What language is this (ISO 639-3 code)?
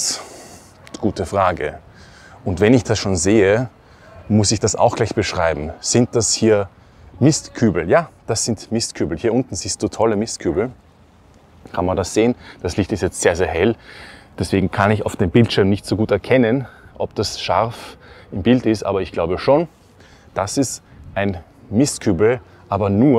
deu